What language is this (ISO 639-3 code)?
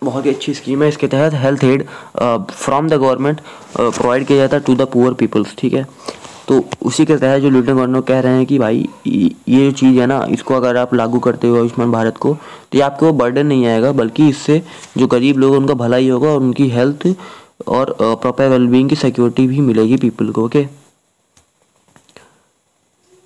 hin